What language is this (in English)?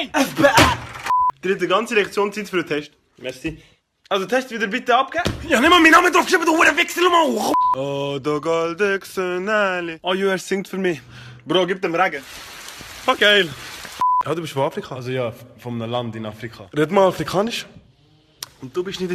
Swiss German